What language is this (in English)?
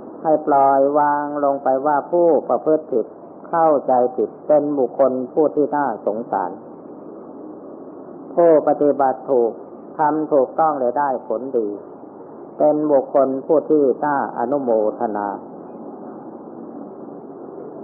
Thai